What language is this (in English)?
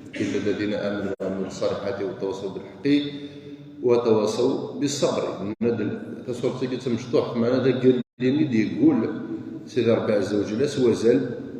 Kabyle